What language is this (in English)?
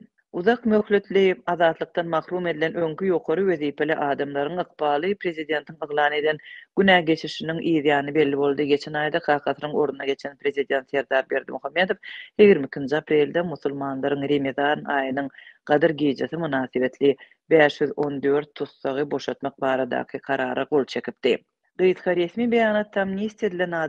Turkmen